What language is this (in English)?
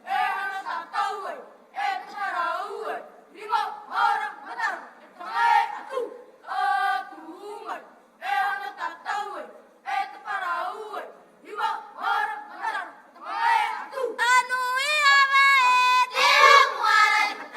Tahitian